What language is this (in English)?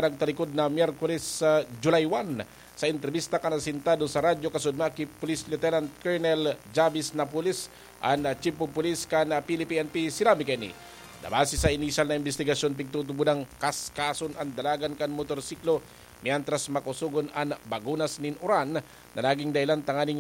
Bikol